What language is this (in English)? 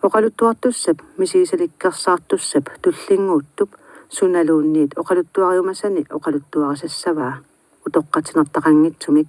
Kalaallisut